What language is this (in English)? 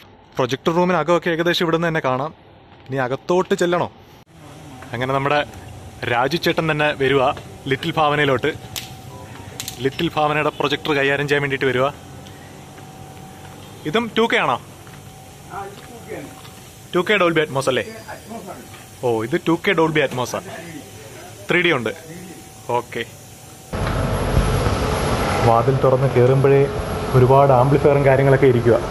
Malayalam